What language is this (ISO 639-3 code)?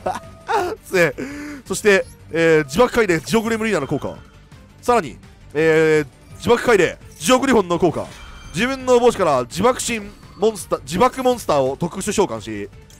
jpn